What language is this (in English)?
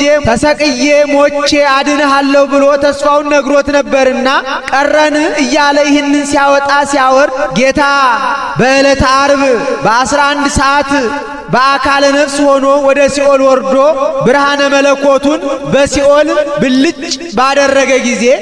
Amharic